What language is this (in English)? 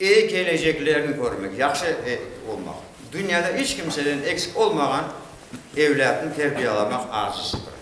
Crimean Tatar